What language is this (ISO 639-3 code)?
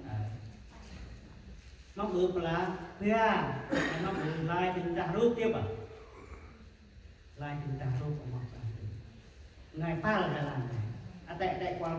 cmo